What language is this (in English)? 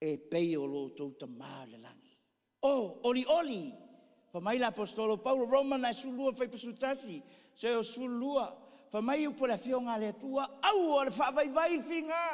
Samoan